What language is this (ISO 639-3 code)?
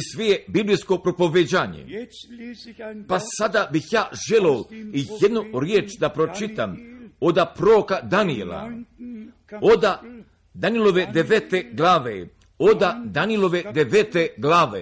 hrv